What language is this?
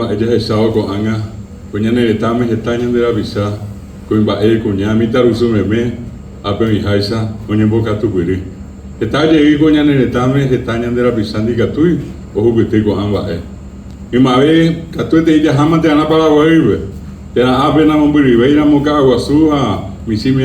Guarani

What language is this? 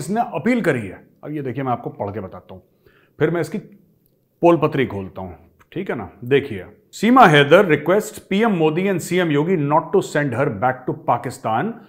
Hindi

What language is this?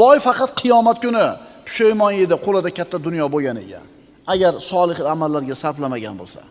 Uzbek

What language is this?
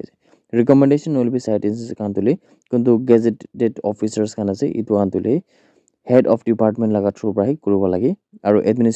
Naga Pidgin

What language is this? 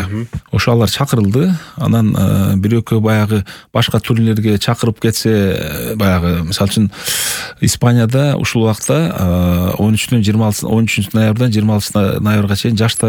Kyrgyz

